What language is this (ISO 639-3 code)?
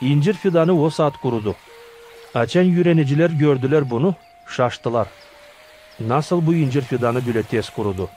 gag